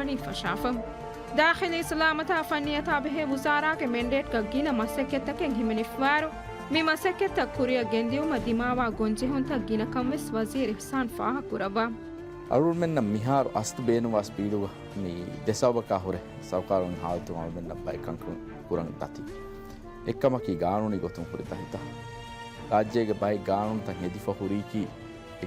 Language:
Divehi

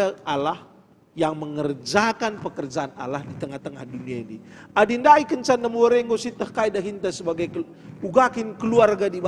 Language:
Batak Karo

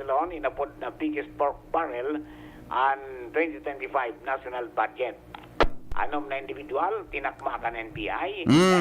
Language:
Bikol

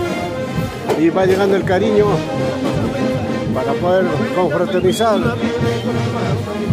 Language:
Spanish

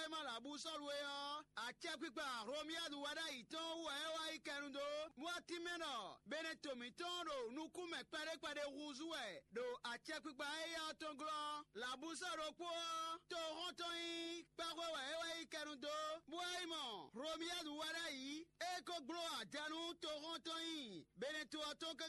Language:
Fon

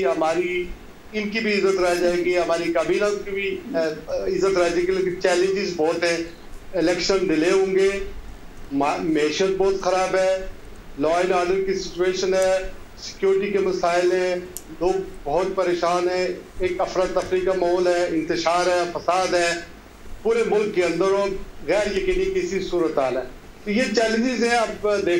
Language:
Urdu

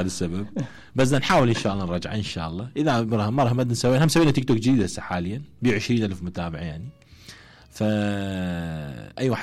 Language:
Mesopotamian Arabic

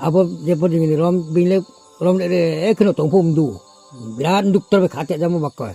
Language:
Riang (India)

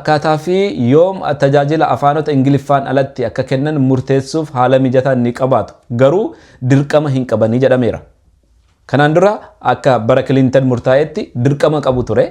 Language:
Oromo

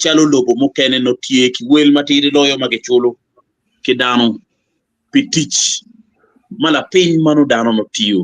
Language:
Acoli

